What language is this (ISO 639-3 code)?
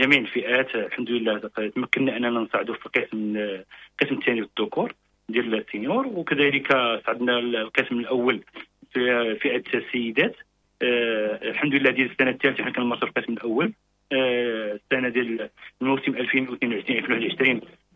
ary